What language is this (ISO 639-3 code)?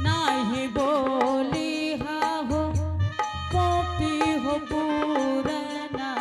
anp